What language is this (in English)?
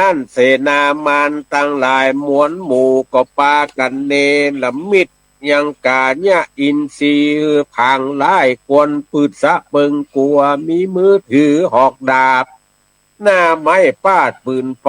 Northern Thai